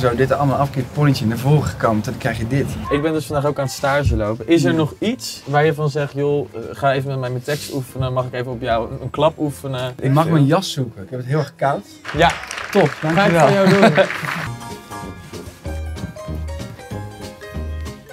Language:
Dutch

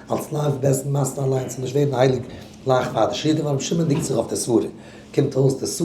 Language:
Yiddish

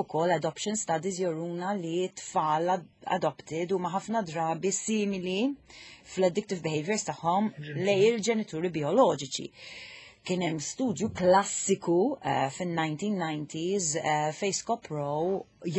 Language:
Maltese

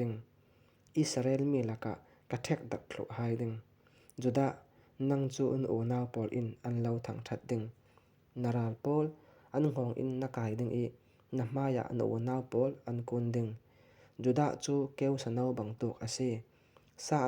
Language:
Falam Chin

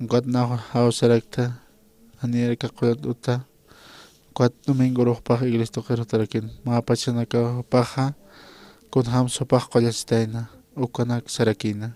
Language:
Aymara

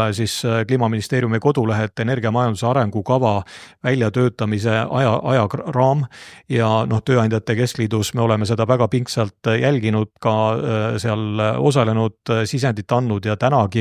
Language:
Estonian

